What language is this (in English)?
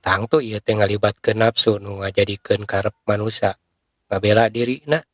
Sundanese